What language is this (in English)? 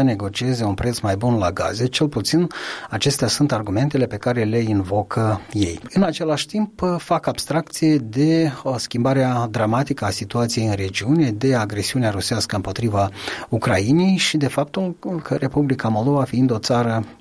Romanian